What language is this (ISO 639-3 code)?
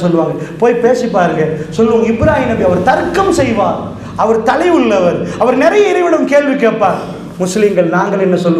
tam